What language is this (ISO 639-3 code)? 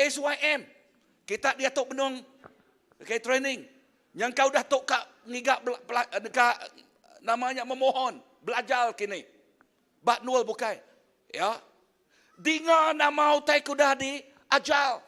iba